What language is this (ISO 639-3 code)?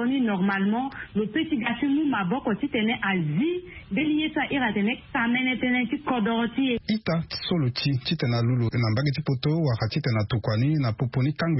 sag